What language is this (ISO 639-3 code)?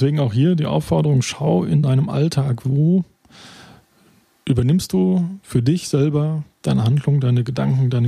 deu